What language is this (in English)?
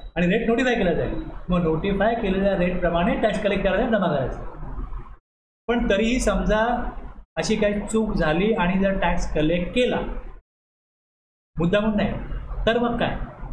Marathi